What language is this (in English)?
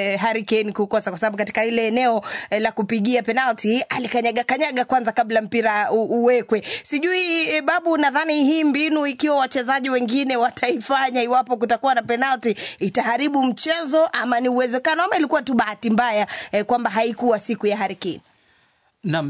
Swahili